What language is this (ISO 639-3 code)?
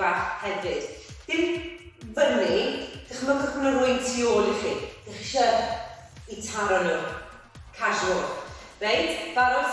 cym